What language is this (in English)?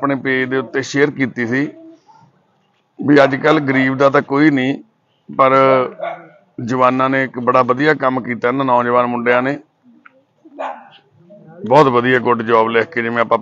Punjabi